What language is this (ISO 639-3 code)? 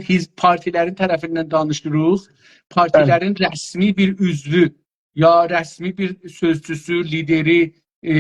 azb